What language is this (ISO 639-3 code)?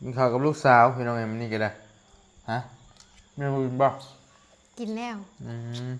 tts